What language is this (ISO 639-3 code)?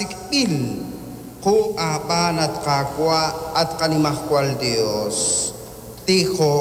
kek